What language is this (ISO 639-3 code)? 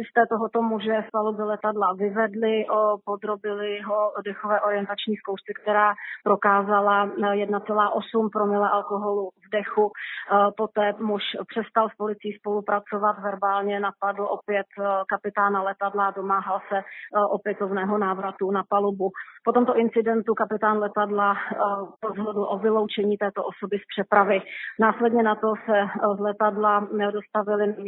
ces